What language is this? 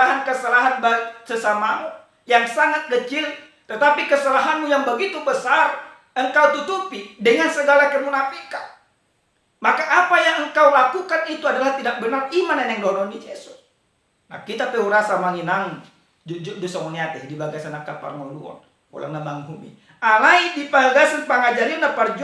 Batak Toba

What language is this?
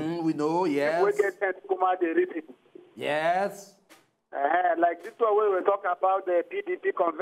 Nigerian Pidgin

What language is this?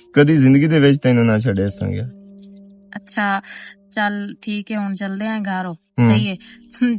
Western Panjabi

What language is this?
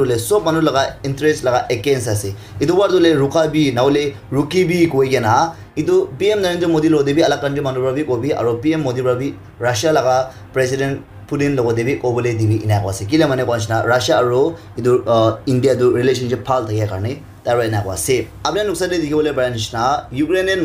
Naga Pidgin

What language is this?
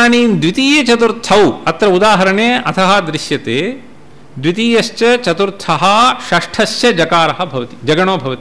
Sanskrit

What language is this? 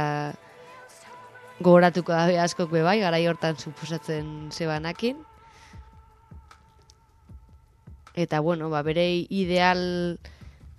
Basque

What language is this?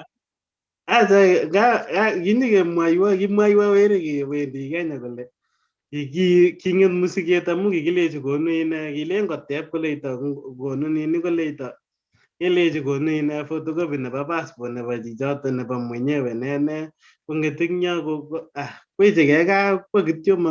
Kalenjin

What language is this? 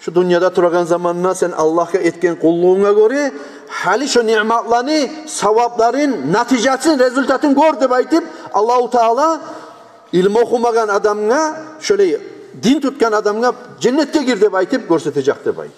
Kumyk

